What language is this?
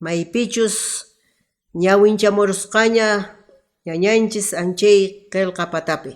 Quechua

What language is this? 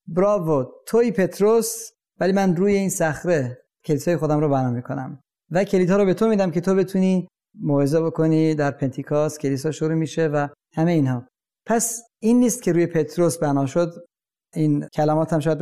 Persian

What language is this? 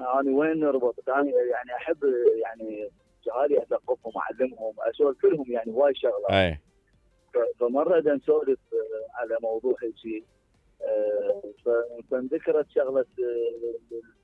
Mesopotamian Arabic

